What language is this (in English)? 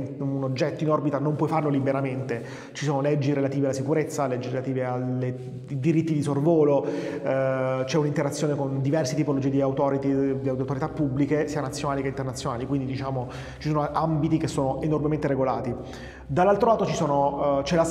Italian